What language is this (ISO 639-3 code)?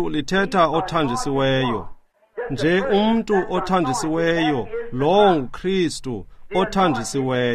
xho